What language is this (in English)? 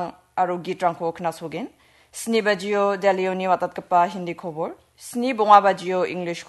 Garo